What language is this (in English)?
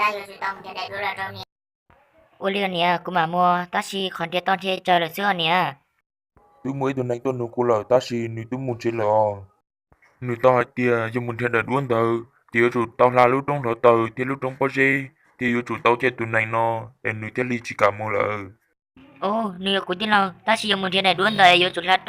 Hmong